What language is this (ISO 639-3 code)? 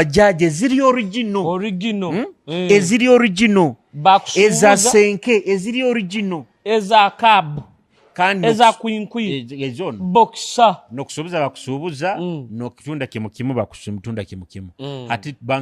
nyo